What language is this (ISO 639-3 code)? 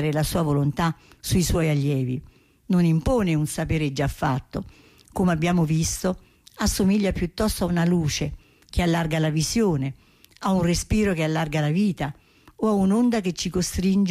ita